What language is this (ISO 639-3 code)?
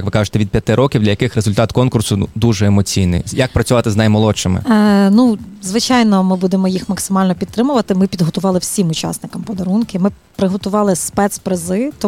ukr